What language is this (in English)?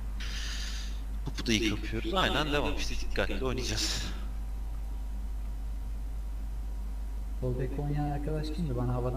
Turkish